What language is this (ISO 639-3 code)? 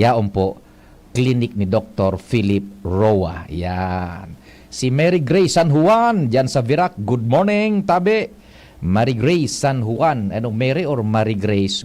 bik